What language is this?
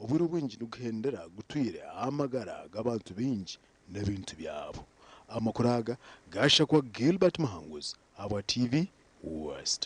Nyankole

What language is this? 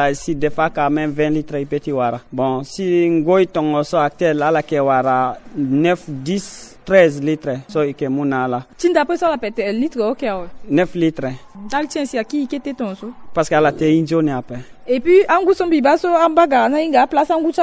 Sango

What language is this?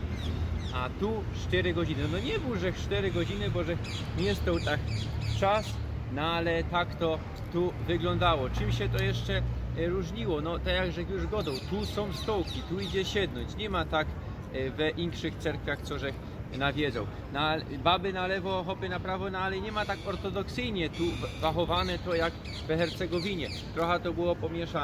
Silesian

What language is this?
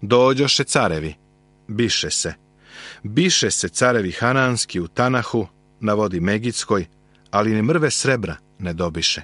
Serbian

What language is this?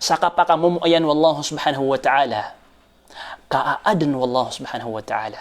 Maranao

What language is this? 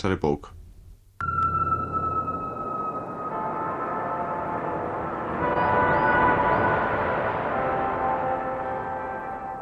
Icelandic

